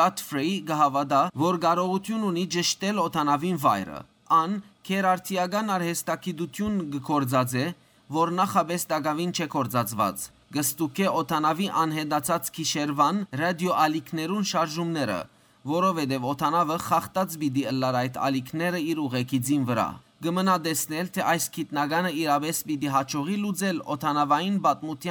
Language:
Western Armenian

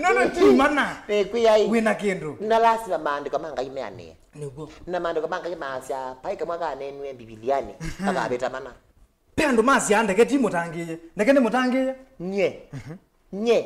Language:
Kamba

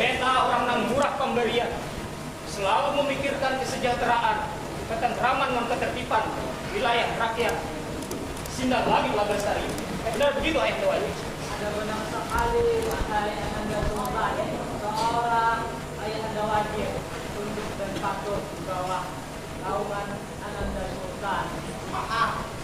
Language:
Banjar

